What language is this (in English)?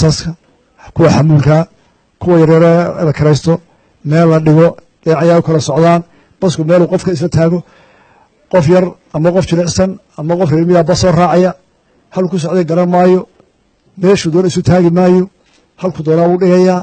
Somali